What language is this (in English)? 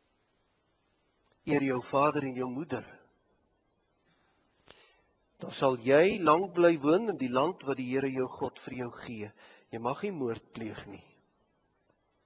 Afrikaans